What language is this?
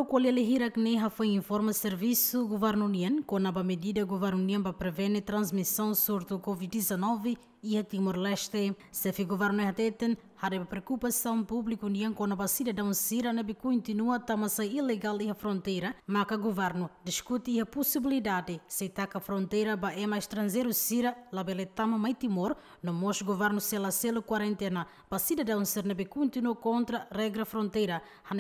Tetum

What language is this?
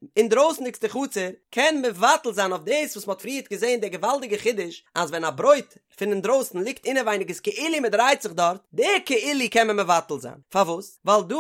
Yiddish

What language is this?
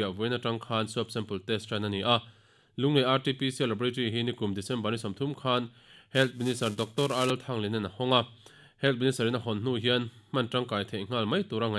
Mizo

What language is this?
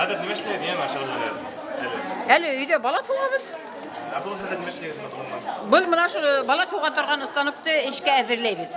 Bashkir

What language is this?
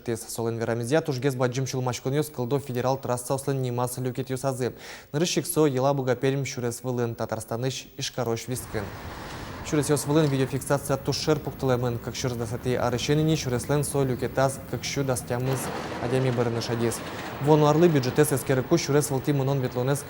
Udmurt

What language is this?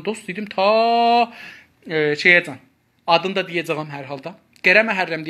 South Azerbaijani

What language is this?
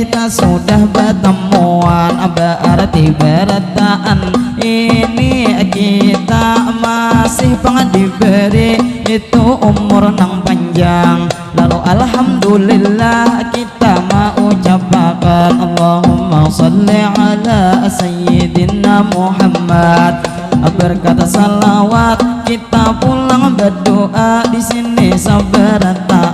Banjar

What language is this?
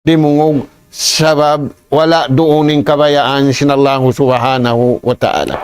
Tausug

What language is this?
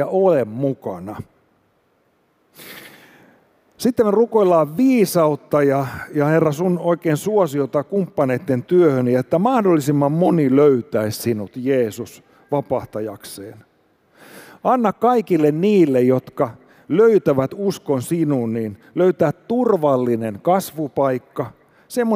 Finnish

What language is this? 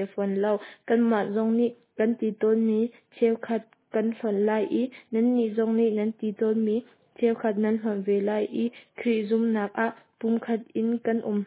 Hakha Chin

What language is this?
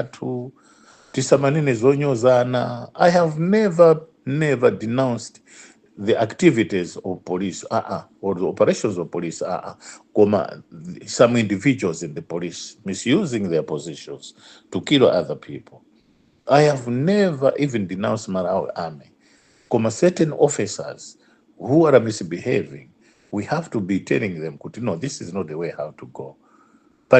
Nyanja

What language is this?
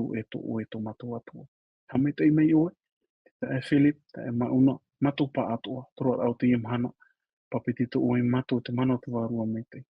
Tahitian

